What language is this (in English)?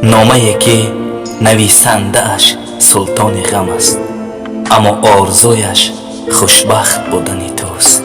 Tajik